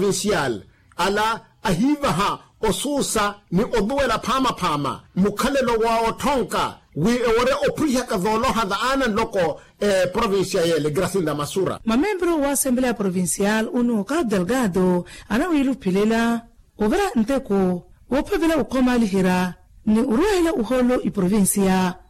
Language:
Makhuwa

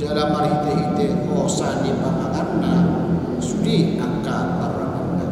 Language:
Batak Toba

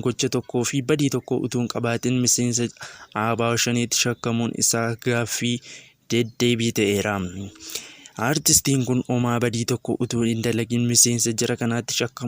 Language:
Oromo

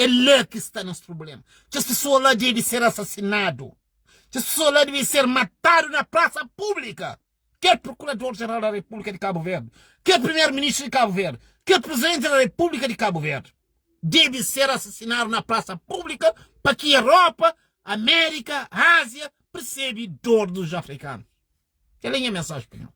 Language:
Kabuverdianu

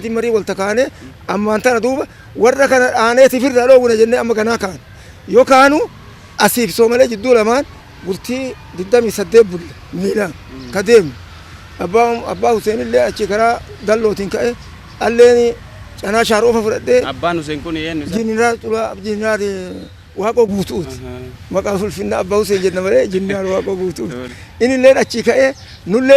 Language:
Oromo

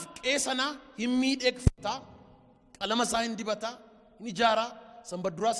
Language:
Oromo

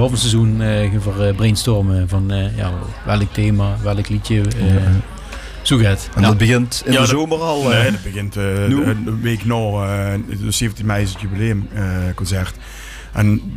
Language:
Dutch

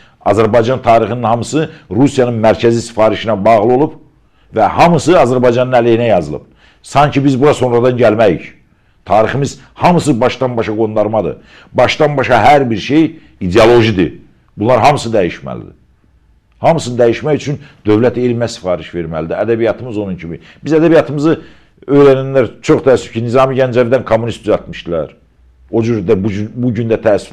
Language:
Azerbaijani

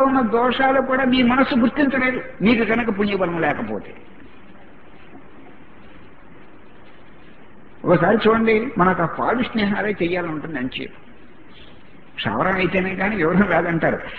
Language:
Telugu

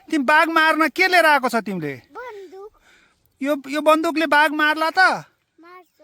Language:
Nepali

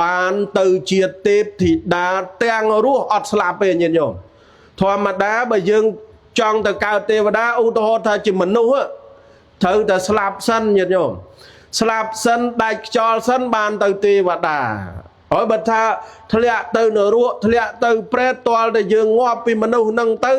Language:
Khmer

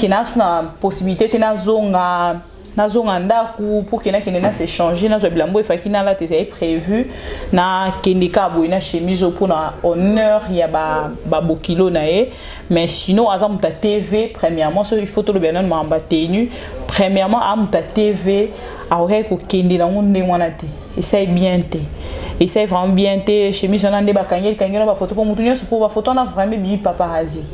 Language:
Lingala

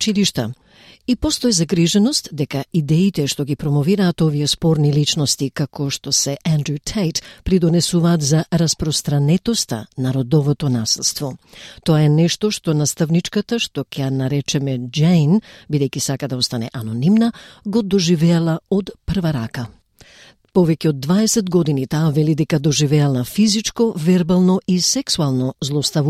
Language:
Macedonian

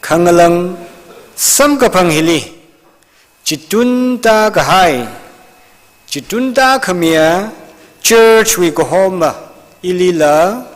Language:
Tangkhul Naga (India)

